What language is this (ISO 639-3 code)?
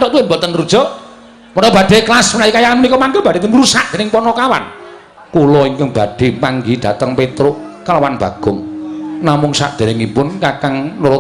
jav